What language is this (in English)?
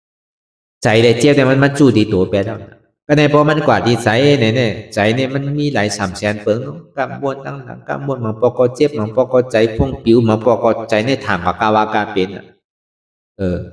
Shan